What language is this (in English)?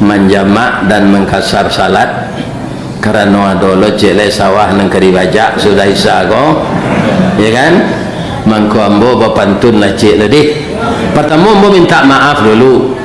Minangkabau